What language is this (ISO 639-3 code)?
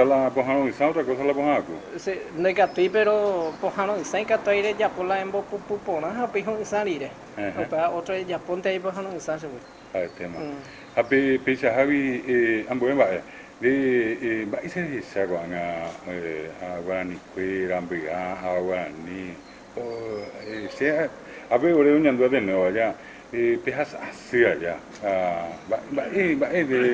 grn